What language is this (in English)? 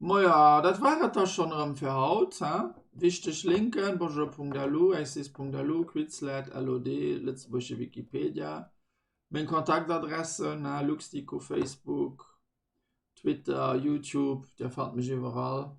Luxembourgish